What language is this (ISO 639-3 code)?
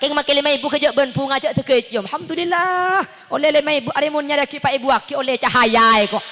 mad